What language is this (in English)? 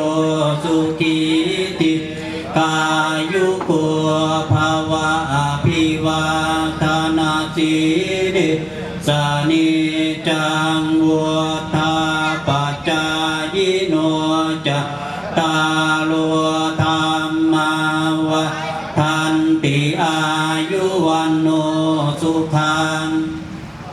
Pali